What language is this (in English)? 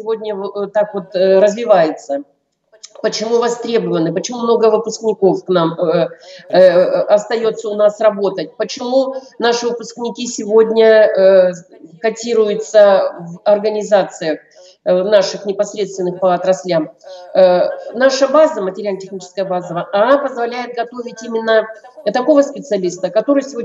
Russian